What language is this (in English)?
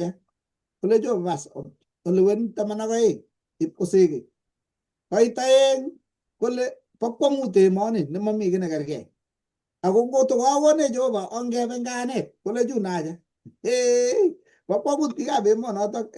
Kalenjin